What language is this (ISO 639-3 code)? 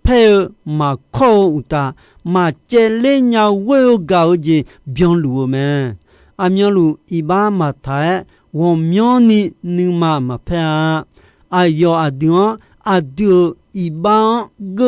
ahk